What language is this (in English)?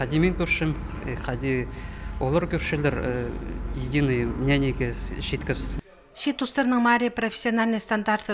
Khakas